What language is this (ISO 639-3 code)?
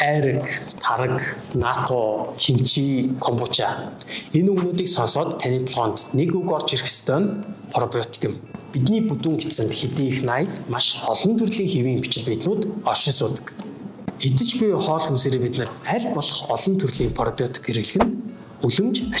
mon